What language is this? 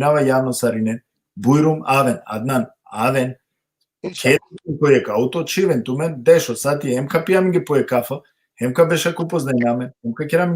Balkan Romani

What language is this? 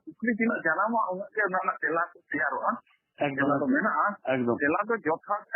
Santali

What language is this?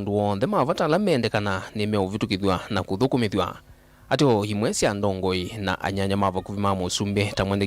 Kamba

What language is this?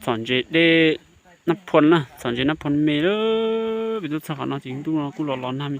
Hmong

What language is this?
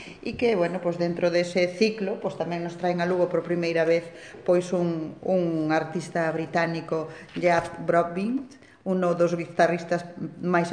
Galician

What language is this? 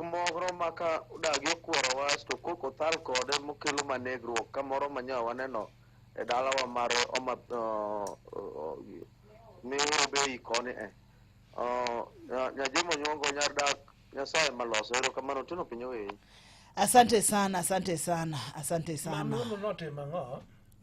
Luo (Kenya and Tanzania)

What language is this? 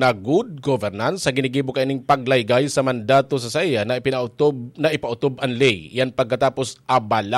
Bikol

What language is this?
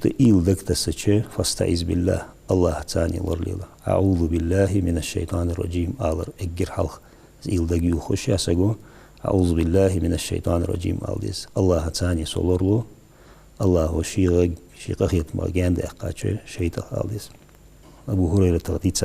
Ingush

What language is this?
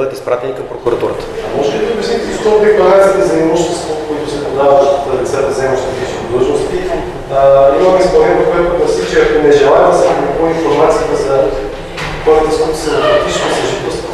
Bulgarian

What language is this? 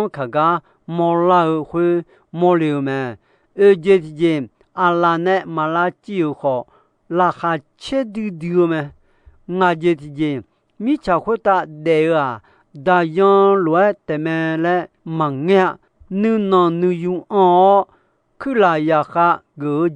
Akha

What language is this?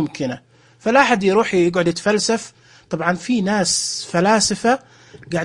Najdi Arabic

